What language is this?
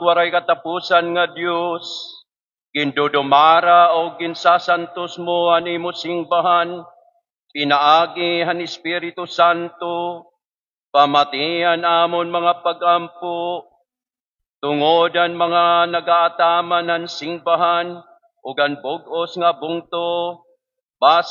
Waray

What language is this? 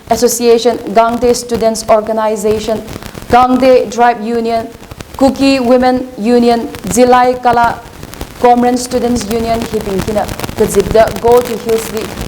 Tangkhul Naga (India)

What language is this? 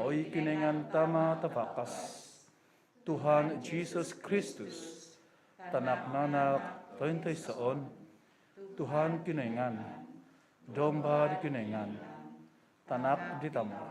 Central Dusun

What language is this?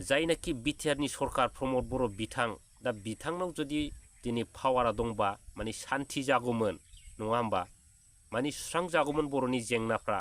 Bodo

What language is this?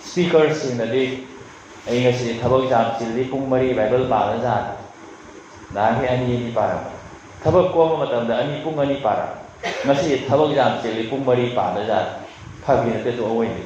Manipuri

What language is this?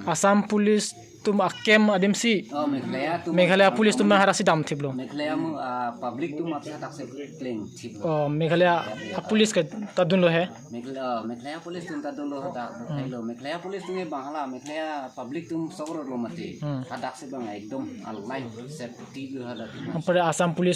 Karbi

